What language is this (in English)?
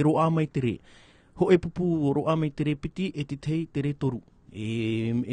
Tahitian